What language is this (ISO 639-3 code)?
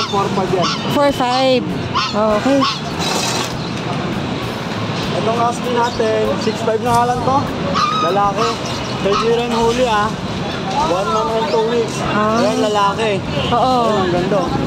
fil